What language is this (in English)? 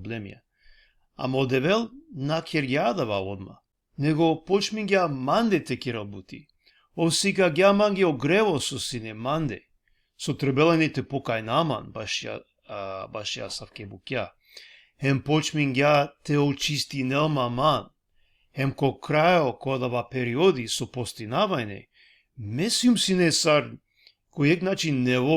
Balkan Romani